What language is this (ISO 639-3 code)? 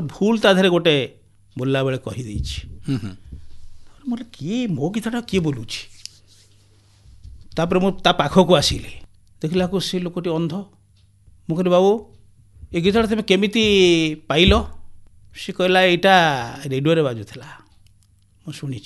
ori